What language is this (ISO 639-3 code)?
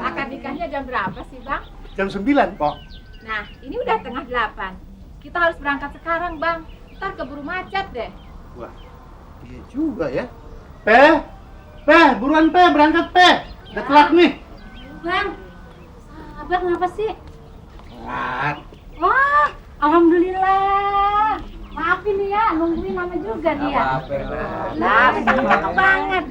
bew